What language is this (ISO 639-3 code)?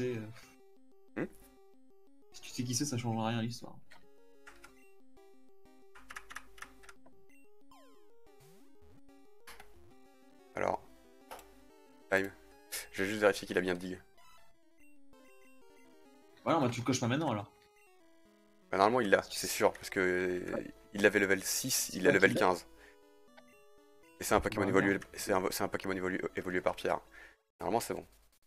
fra